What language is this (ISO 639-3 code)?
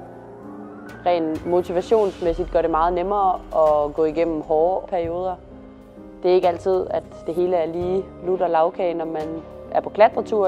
dan